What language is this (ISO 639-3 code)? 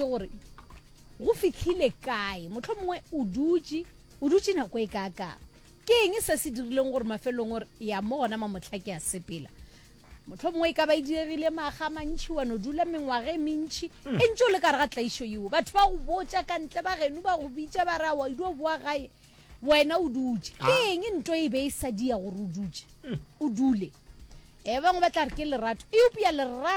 nso